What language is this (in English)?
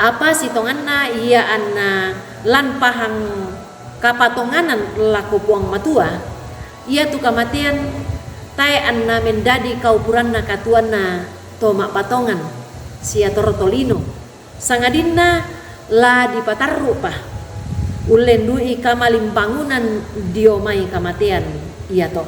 Toraja-Sa'dan